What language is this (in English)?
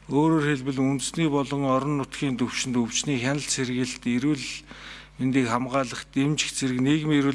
Mongolian